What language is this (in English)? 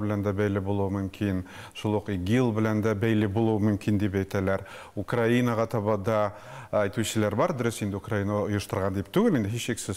Tatar